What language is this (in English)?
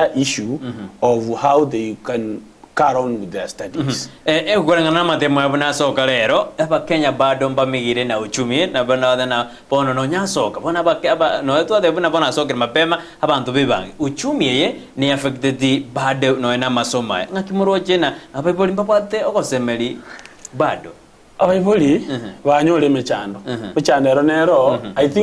Gusii